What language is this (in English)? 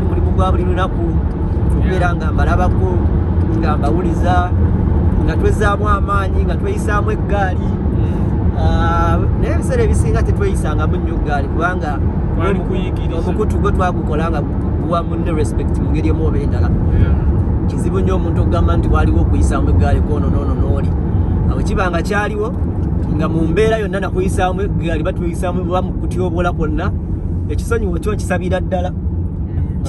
Ganda